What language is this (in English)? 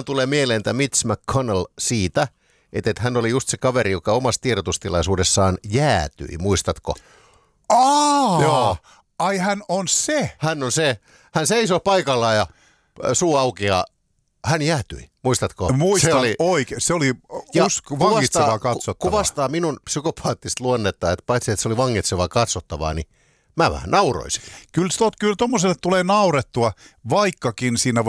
Finnish